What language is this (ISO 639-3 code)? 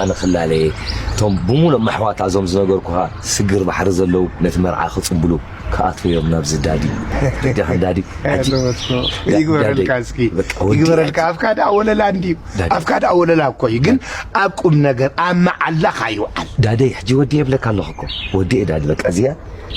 tir